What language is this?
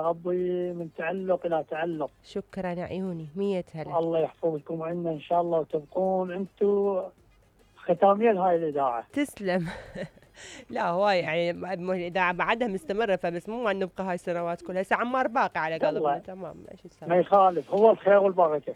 Mesopotamian Arabic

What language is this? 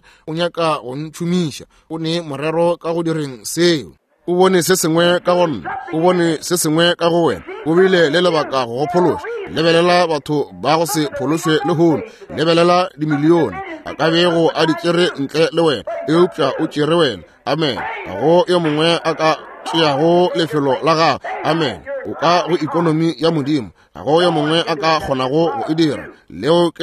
Northern Sotho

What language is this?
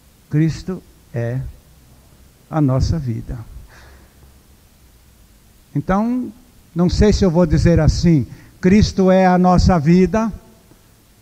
Portuguese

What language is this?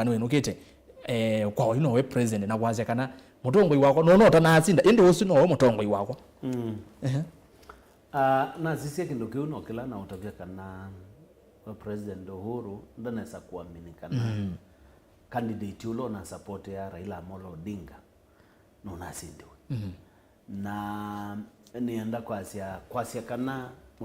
Kamba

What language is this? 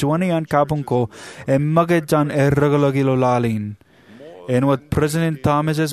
Marshallese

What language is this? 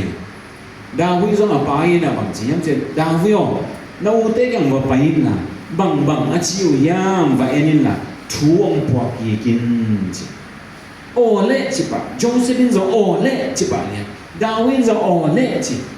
Tedim Chin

